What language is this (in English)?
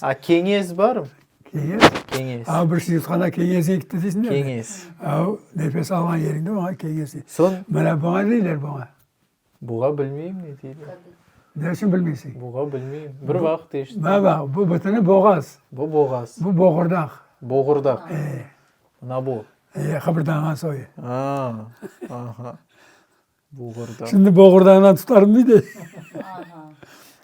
Crimean Tatar